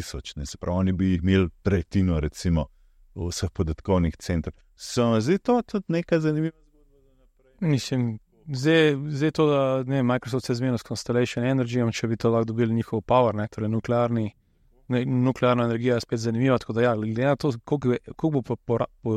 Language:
Slovenian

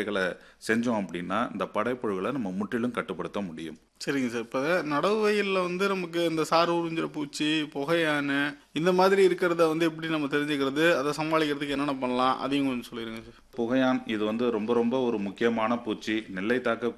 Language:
Tamil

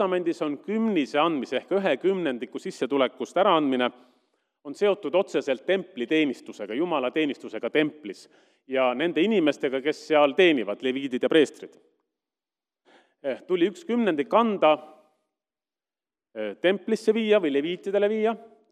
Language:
Estonian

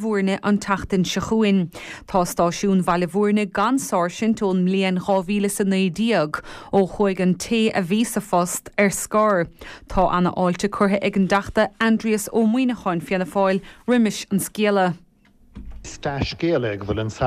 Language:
Irish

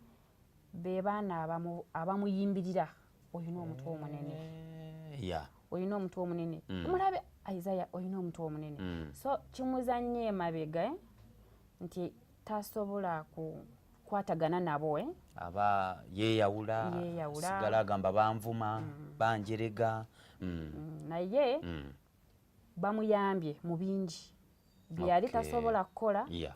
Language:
Ganda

